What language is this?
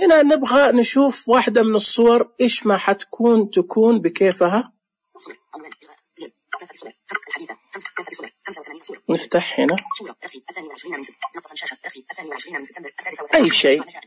Najdi Arabic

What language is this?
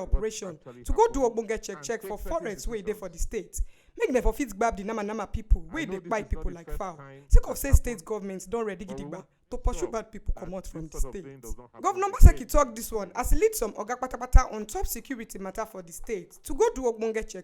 Nigerian Pidgin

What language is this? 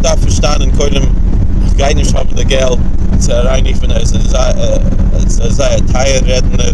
Yiddish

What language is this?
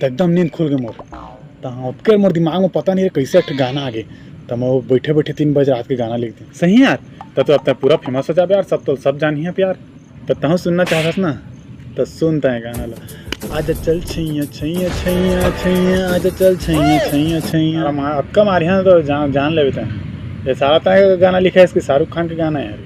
Chhattisgarhi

